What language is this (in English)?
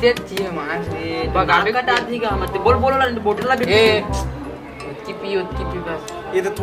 Chhattisgarhi